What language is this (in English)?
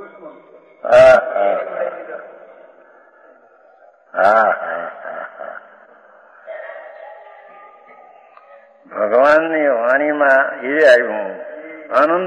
Gujarati